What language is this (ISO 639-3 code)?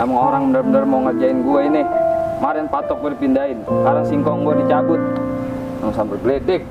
bew